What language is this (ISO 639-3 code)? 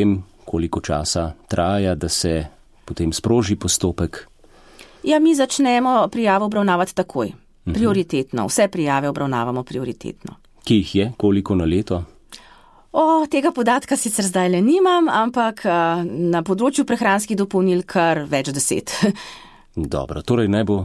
slv